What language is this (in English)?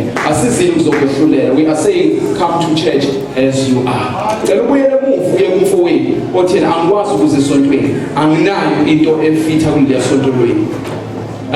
Zulu